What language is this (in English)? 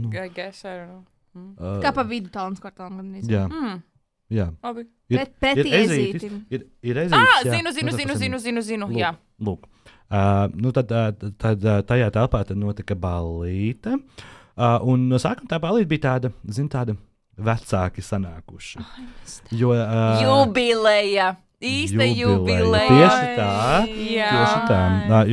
Latvian